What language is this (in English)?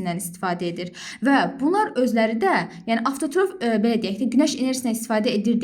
Azerbaijani